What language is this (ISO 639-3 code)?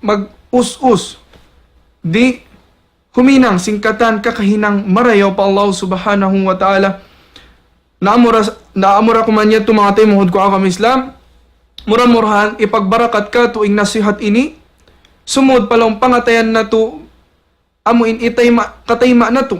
tsg